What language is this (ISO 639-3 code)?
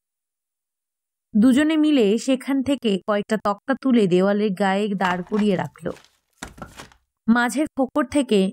ben